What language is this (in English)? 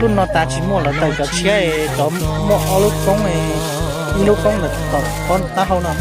Hmong